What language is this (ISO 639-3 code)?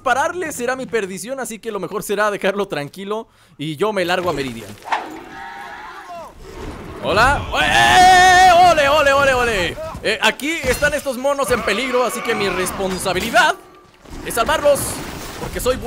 spa